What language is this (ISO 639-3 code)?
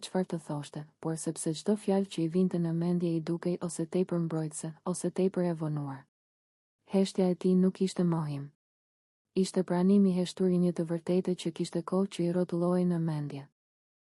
sqi